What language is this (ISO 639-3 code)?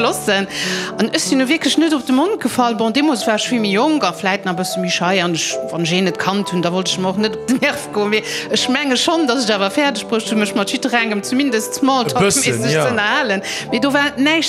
ltz